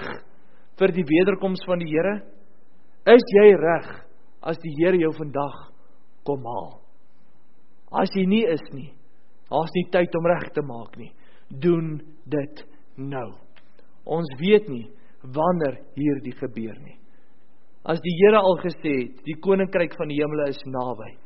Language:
Afrikaans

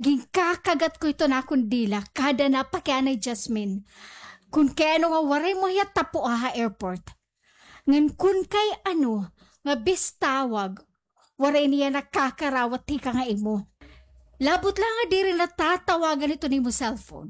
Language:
Waray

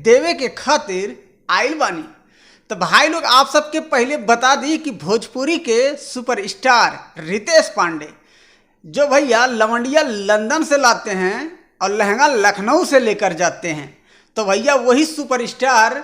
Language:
Bhojpuri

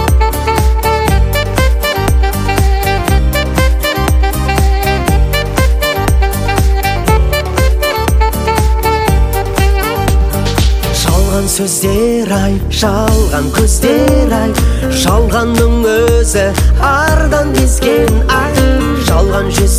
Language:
Kazakh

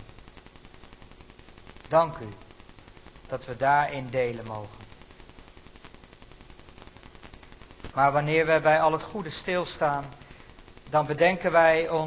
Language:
Dutch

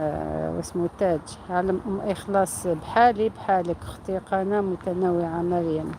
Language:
Algerian Arabic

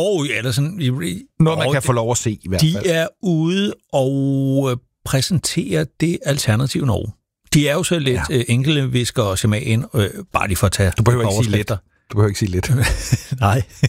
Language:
Danish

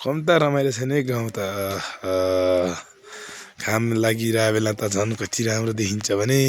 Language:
Nepali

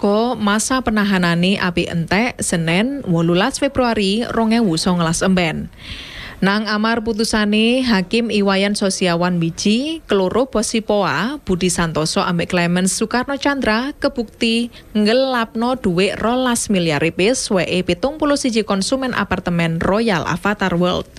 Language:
Javanese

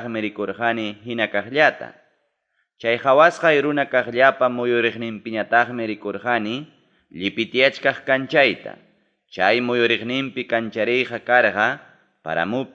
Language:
Ayacucho Quechua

